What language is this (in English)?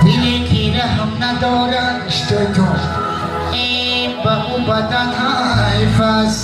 Tajik